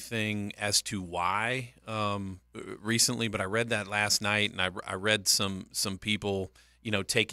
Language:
English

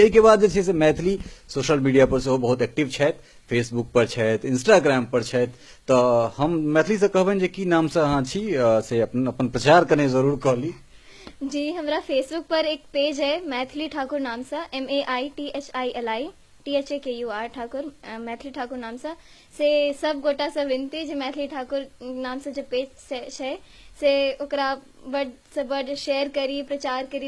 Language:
Maithili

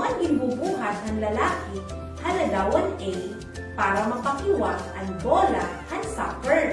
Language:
Waray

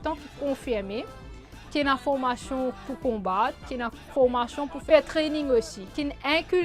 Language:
Morisyen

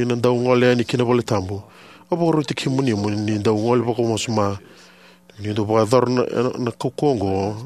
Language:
Fijian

